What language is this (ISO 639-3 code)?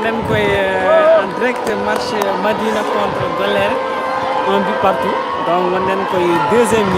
ful